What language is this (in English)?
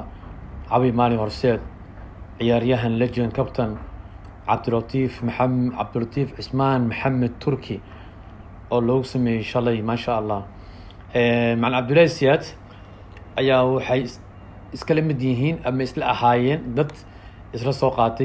Somali